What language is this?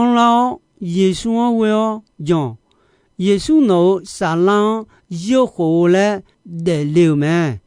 Akha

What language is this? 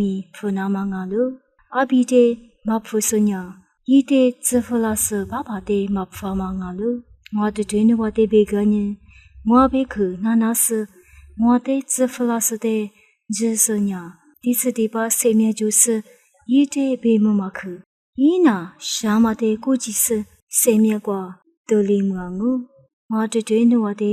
Lisu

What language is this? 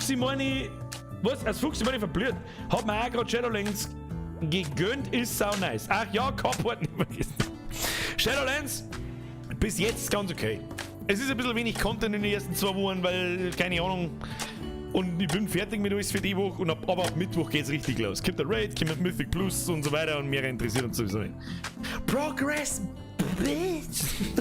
Bavarian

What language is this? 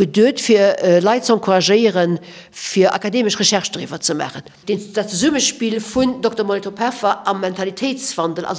Luxembourgish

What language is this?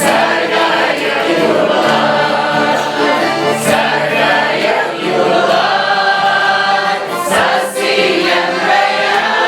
Chuvash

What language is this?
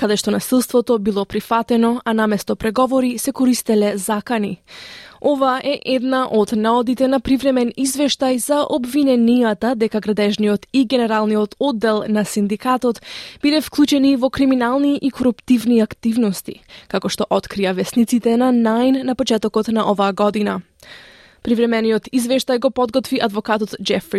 Macedonian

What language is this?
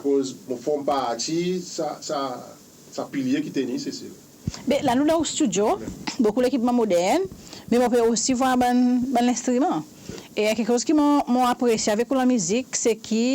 Seselwa Creole French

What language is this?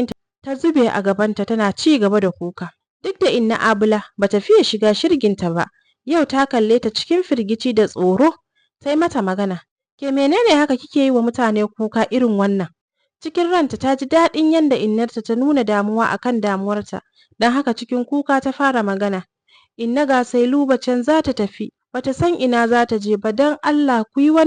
Hausa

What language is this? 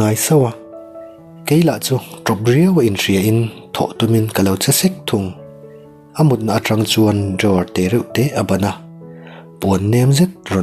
Mizo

